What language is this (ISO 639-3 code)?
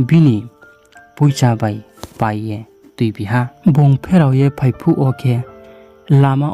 ria